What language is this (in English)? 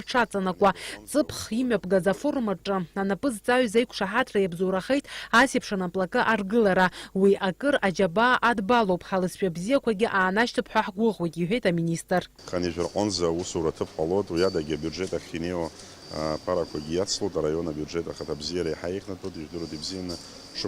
Abkhazian